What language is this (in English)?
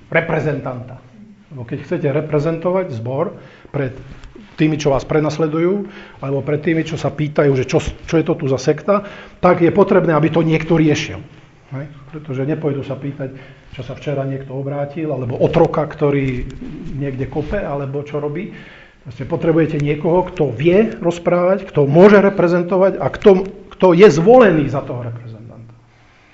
Slovak